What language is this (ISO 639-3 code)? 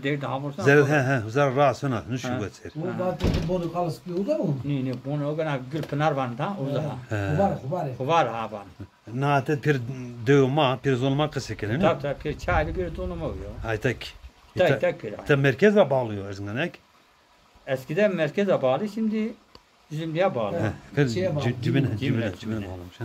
zza